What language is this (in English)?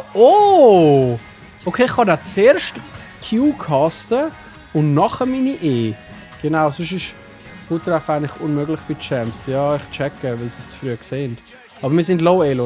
Swiss German